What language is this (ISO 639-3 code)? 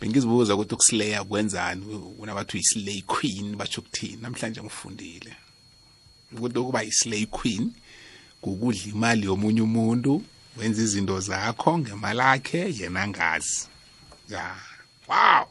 nbl